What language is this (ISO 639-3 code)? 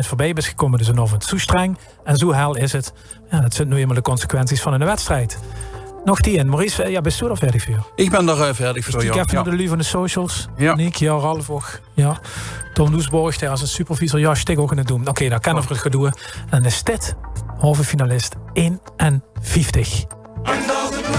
lim